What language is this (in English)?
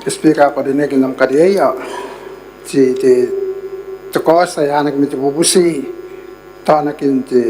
Gilbertese